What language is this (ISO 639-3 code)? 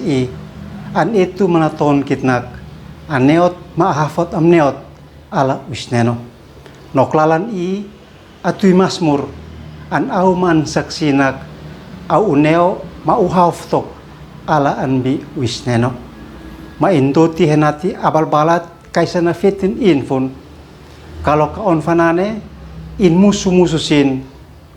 aoz